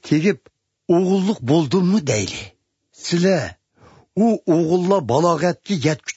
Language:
Uyghur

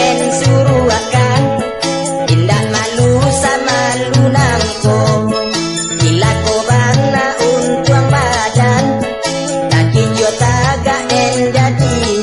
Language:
Minangkabau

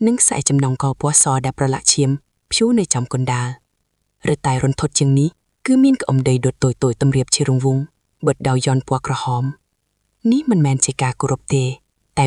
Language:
Khmer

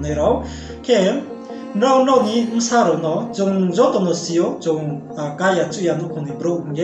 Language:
Riang (India)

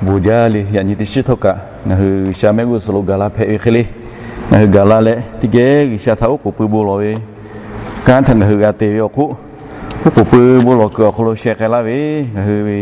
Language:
Lahu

